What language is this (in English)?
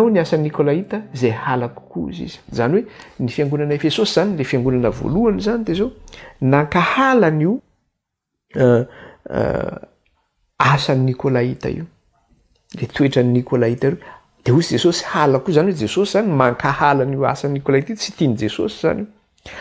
Malagasy